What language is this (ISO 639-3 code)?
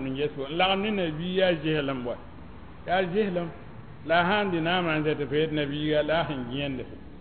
mos